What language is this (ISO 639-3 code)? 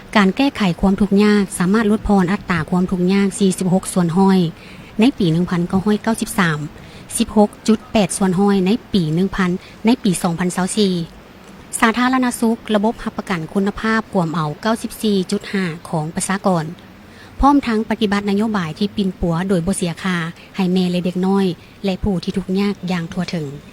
lao